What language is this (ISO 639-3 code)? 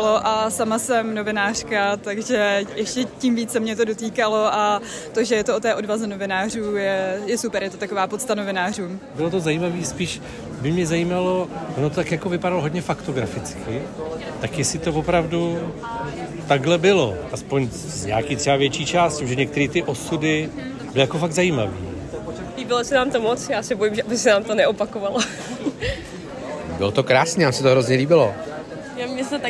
ces